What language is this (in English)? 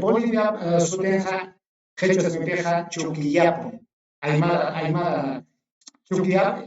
Ayacucho Quechua